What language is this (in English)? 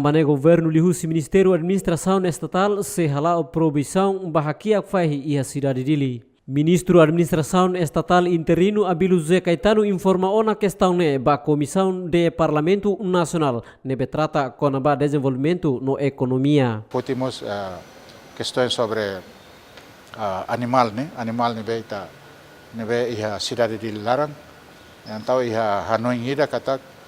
Tetum